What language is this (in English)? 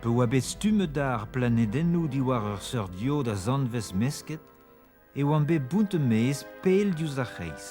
Breton